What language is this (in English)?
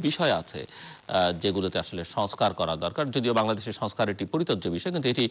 Bangla